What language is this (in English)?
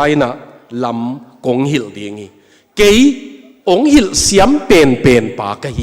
Tedim Chin